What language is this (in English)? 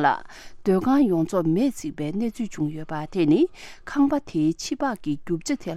Tibetan